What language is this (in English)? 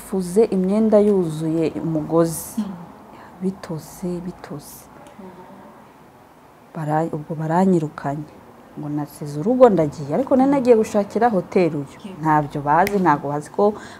Kinyarwanda